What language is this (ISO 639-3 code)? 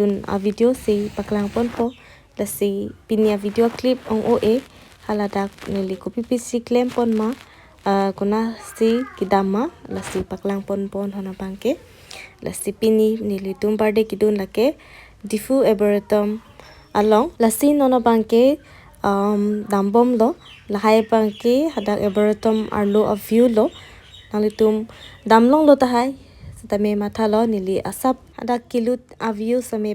mjw